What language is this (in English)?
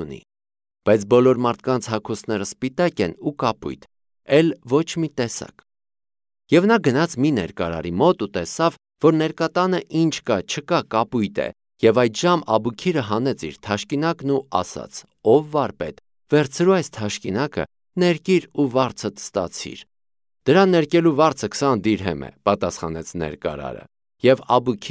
Armenian